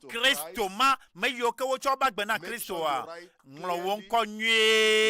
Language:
Ewe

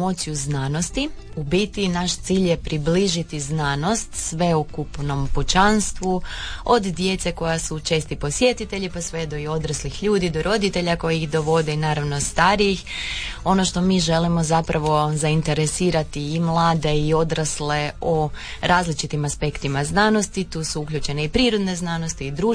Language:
Croatian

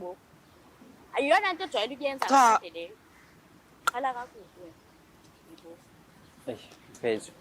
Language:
Zulu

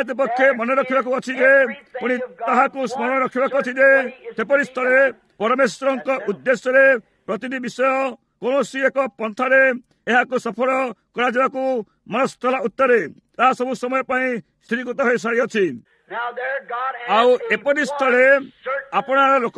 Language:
Odia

